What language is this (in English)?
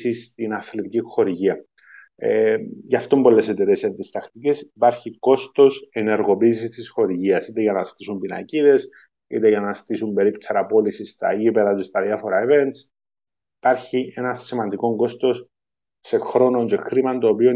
Greek